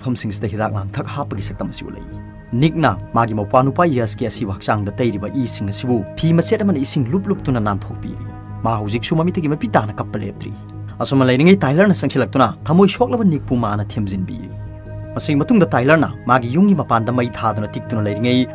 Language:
Manipuri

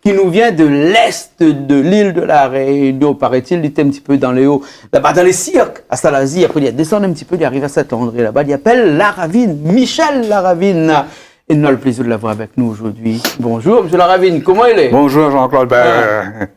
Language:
Réunion Creole French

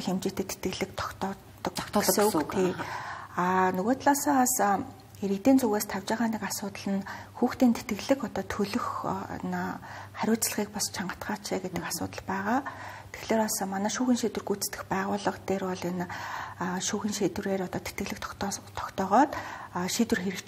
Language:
Mongolian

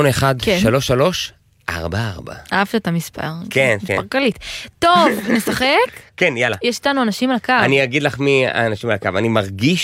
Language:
Hebrew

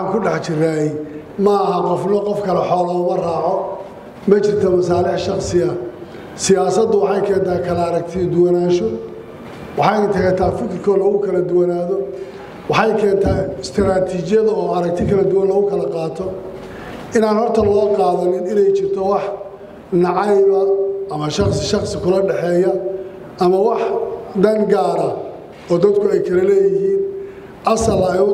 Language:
Somali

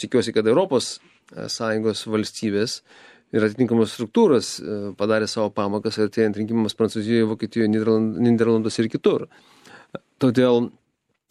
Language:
Lithuanian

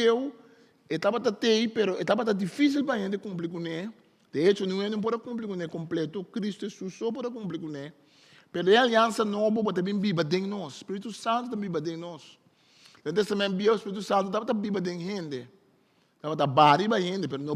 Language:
Papiamento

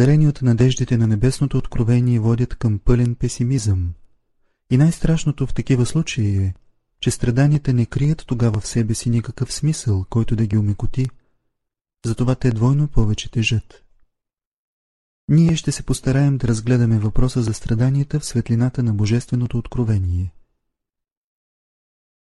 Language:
Bulgarian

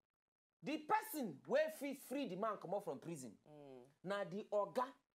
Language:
Nigerian Pidgin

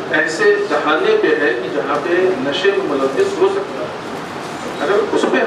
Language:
Urdu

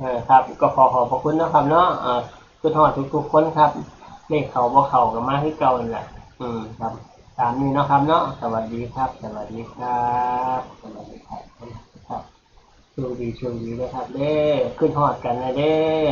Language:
Northeastern Thai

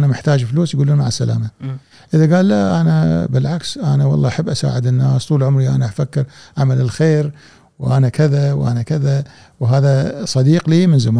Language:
Gulf Arabic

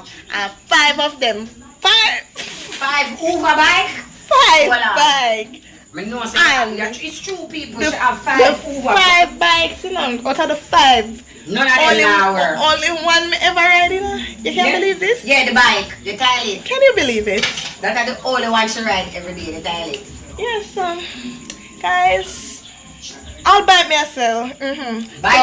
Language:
Jamaican Creole English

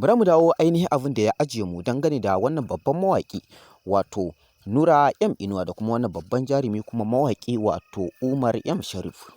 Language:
Hausa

